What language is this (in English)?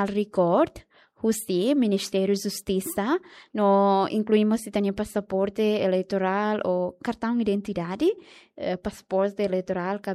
Tetum